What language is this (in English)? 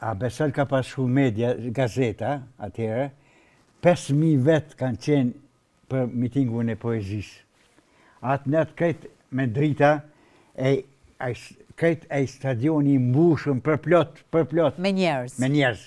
Albanian